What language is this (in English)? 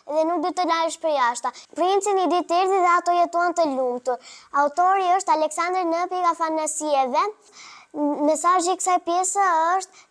Albanian